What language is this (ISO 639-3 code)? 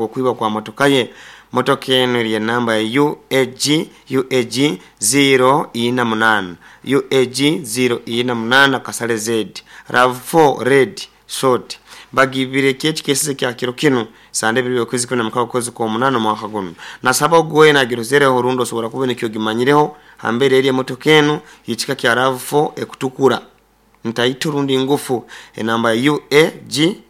nyo